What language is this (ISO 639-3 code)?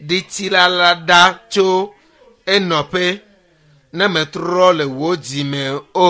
ewe